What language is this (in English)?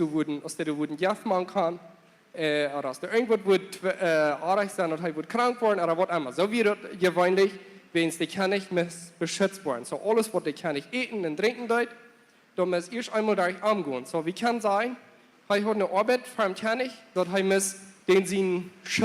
Plautdietsch